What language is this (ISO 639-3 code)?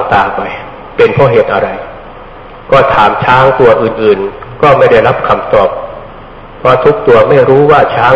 tha